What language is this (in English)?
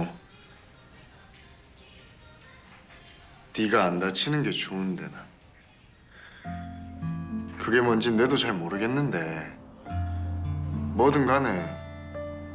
Korean